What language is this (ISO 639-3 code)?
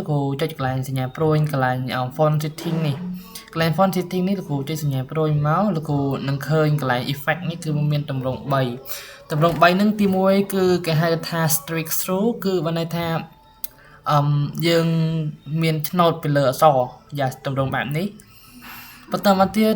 khm